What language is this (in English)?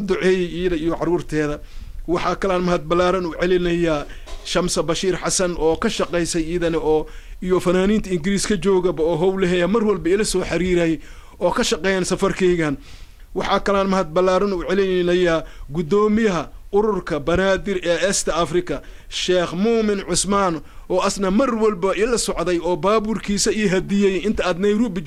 Somali